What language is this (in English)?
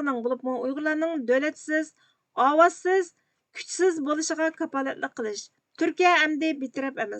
Uyghur